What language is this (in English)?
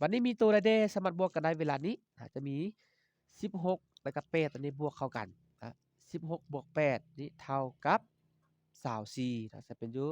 Lao